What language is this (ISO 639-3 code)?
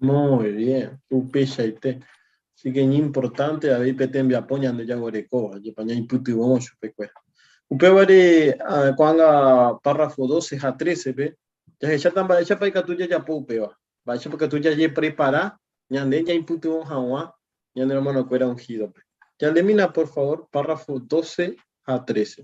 grn